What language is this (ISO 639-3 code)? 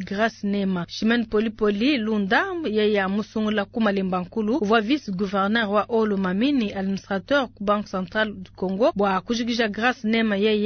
lua